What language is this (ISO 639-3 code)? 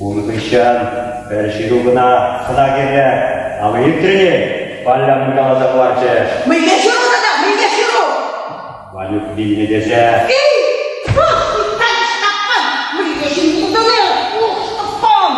chv